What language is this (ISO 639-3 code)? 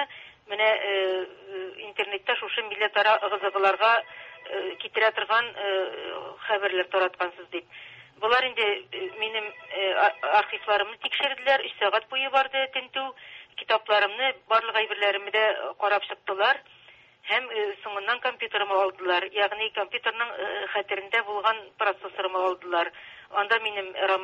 tat